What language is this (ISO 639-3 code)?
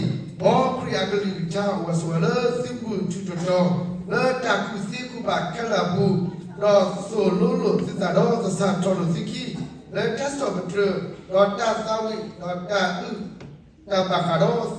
ksw